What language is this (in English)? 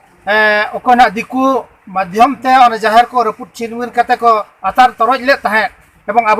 Santali